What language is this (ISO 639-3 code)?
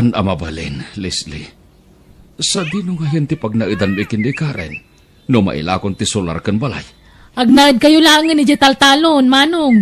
ilo